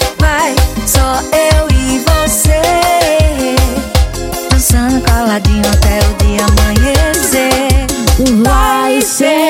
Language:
Portuguese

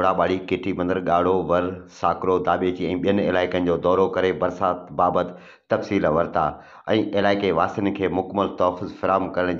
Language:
Sindhi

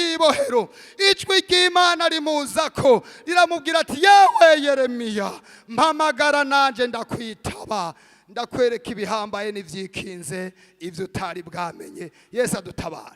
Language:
Rundi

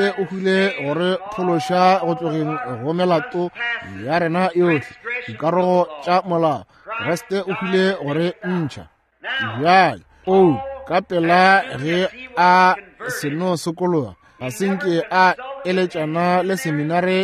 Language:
Northern Sotho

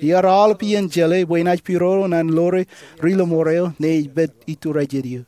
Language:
Marshallese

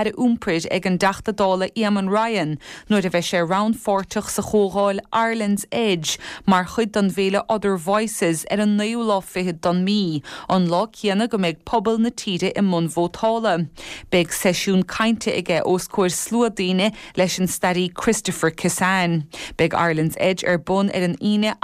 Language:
Irish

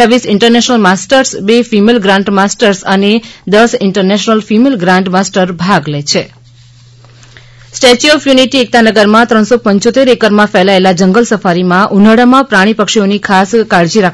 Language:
Gujarati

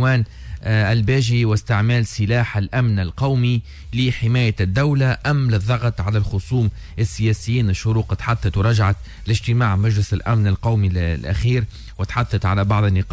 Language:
Tunisian Arabic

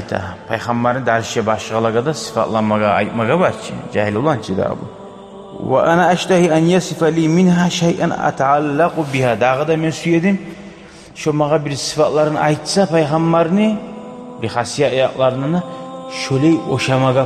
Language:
Kumyk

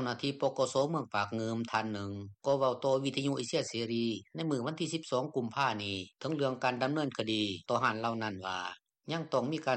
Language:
Lao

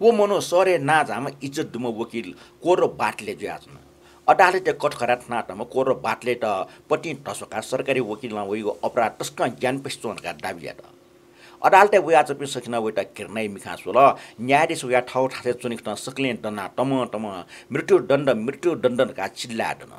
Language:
Newari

